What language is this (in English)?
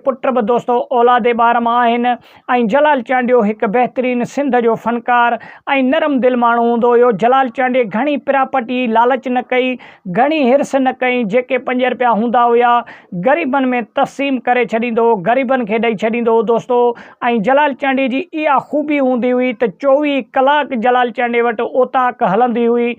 Sindhi